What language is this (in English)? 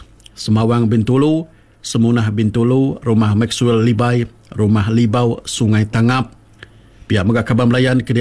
Iban